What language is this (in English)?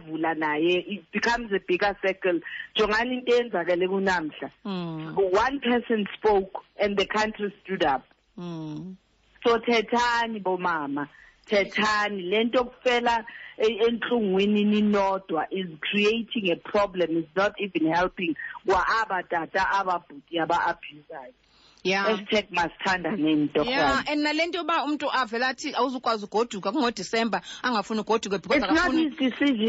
Xhosa